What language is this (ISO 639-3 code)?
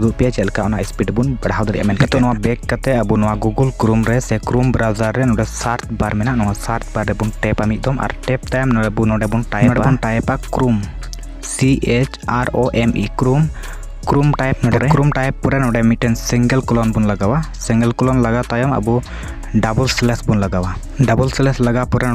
sat